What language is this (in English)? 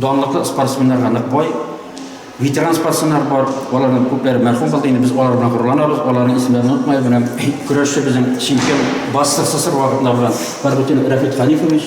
Tatar